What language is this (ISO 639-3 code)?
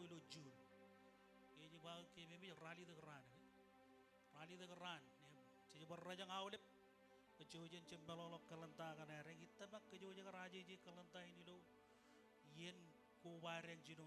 mah